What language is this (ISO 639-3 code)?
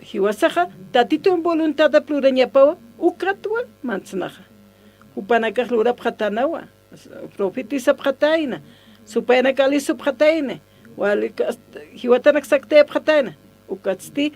aym